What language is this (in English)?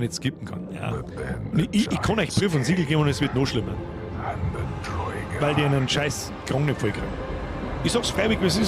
Bavarian